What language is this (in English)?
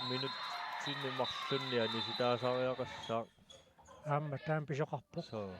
Kalaallisut